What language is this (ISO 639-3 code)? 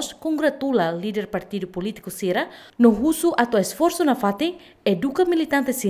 tet